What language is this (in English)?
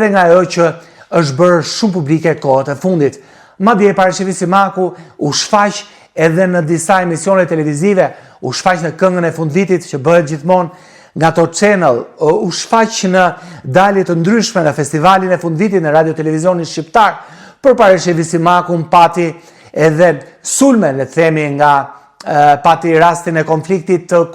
Albanian